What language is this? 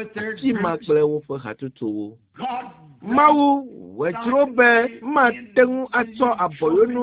Ewe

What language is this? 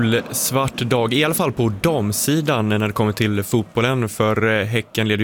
Swedish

